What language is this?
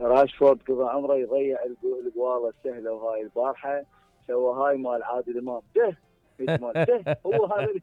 Mesopotamian Arabic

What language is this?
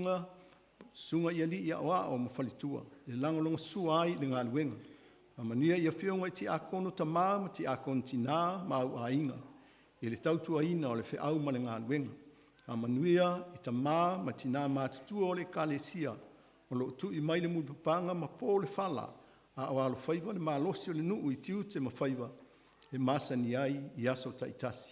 Samoan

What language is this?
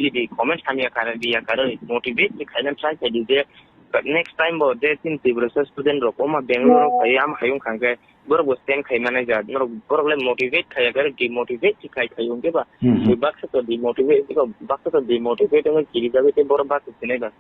Kok Borok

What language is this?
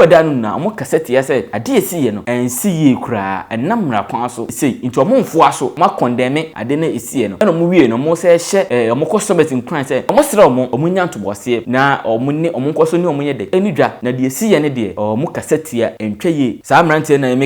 Akan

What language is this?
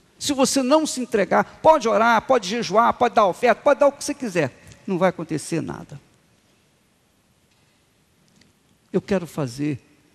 Portuguese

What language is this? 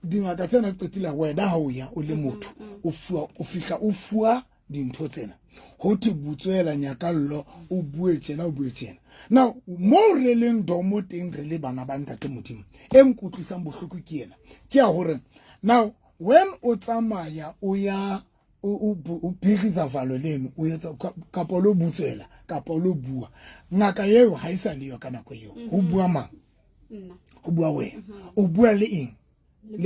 Southern Sotho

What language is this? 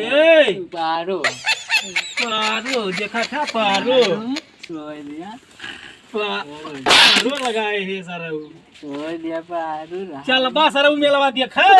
Awadhi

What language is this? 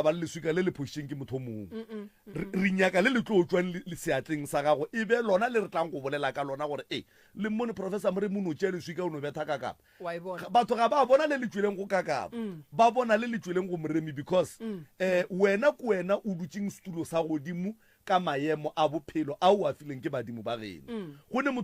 Northern Sotho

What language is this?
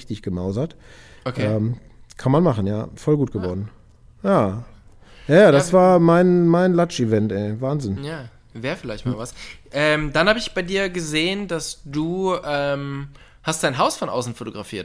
German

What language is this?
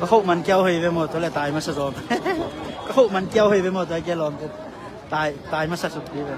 Tedim Chin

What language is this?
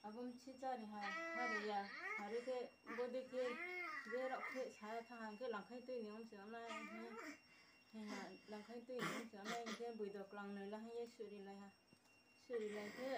Riang (India)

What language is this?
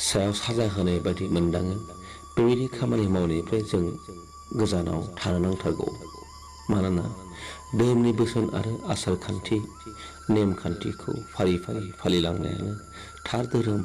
Bodo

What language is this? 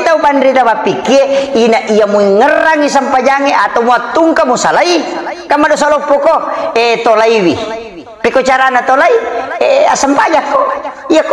Buginese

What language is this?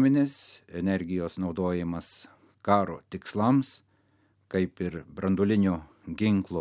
Lithuanian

